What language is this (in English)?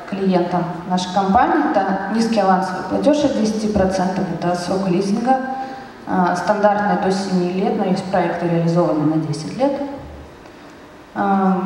Russian